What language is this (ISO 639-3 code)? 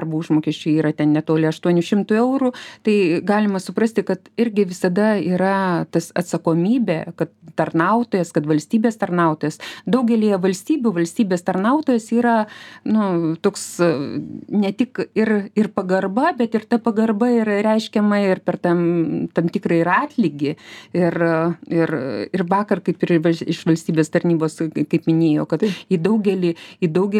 lit